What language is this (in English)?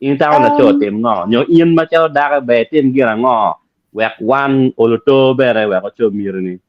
Acoli